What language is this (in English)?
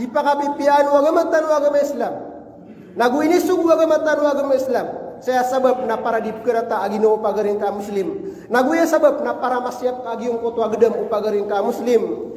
Maranao